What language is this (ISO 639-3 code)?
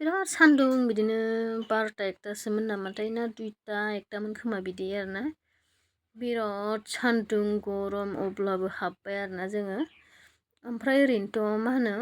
brx